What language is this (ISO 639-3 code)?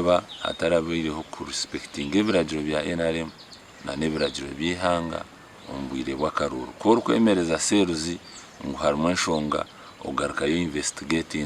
nyn